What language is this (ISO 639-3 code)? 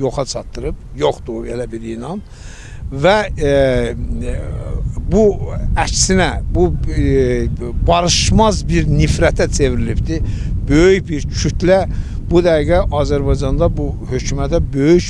aze